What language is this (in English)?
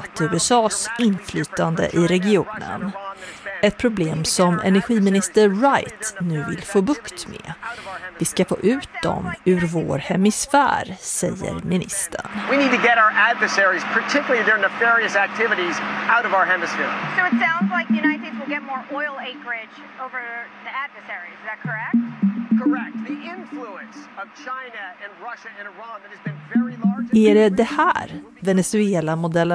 Swedish